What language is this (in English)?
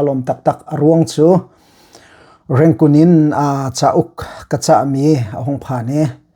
Hakha Chin